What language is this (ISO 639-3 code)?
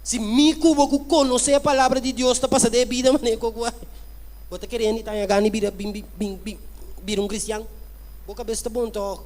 pap